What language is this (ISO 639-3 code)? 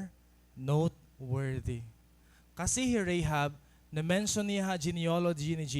war